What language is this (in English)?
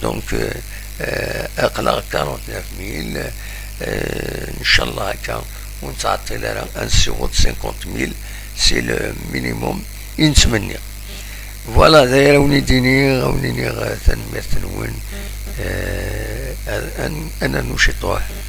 Kabyle